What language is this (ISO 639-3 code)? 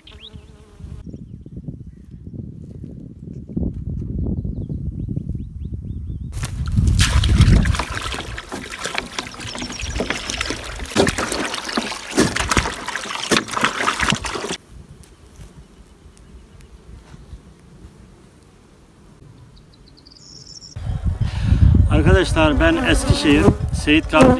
tur